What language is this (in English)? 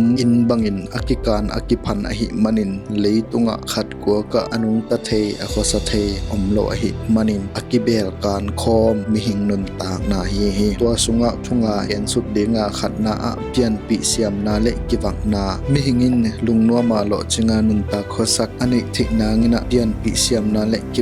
Tedim Chin